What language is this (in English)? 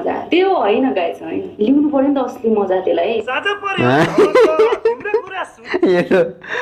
Nepali